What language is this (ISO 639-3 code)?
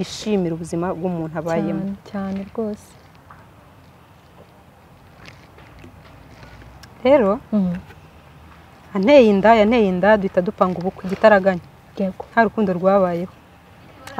kin